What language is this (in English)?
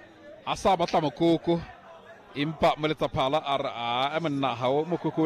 Southern Sotho